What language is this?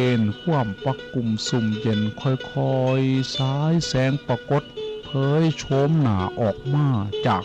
Northeastern Thai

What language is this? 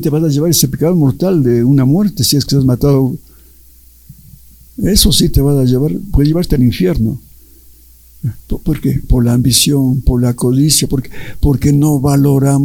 Spanish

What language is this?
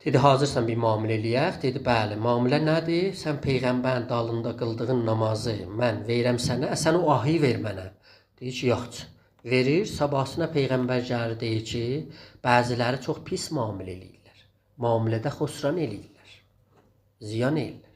South Azerbaijani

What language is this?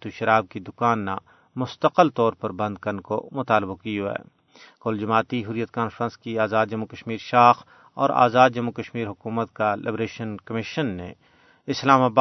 Gujari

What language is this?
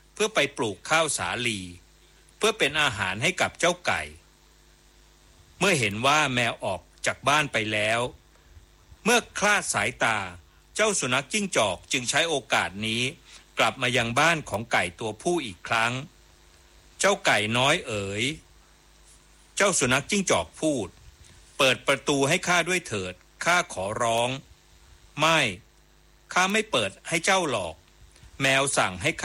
Thai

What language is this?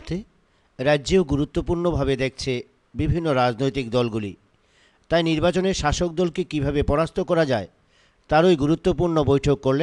Bangla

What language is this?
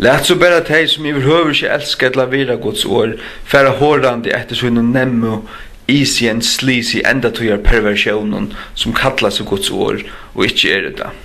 Faroese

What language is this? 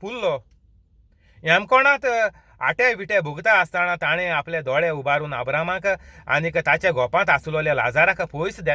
Konkani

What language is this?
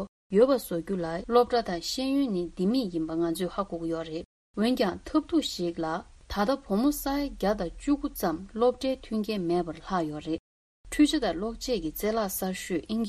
Tibetan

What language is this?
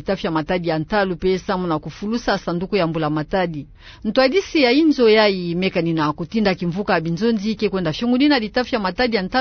Kituba (Democratic Republic of Congo)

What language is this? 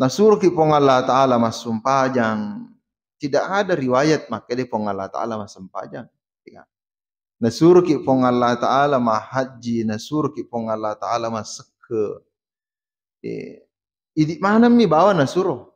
Buginese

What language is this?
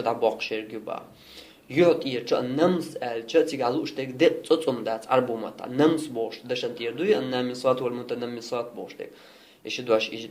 Chechen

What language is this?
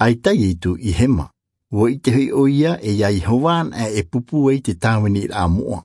Tahitian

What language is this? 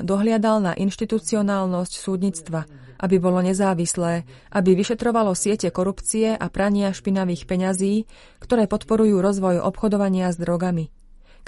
Slovak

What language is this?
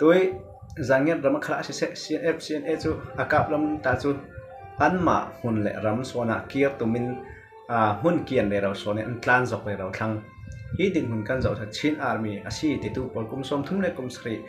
Falam Chin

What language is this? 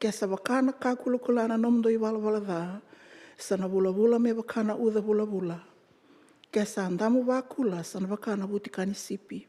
Fijian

